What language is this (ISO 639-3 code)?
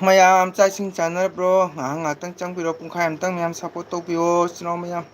mni